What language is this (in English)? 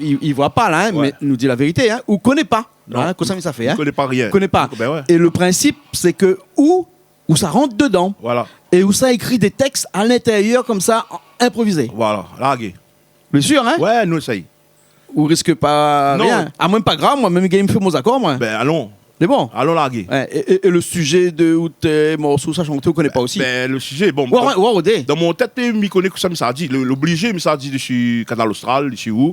Réunion Creole French